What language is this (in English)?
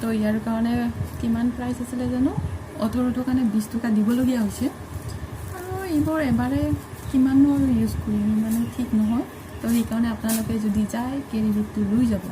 Assamese